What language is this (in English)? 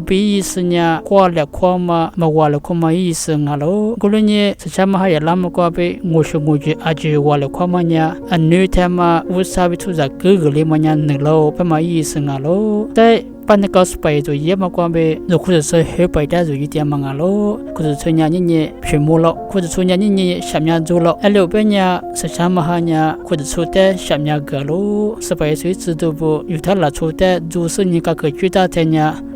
Lisu